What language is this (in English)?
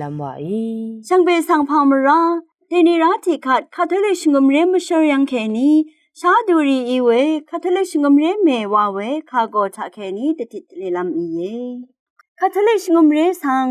Rawang